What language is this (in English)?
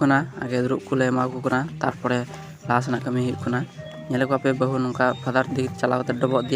Santali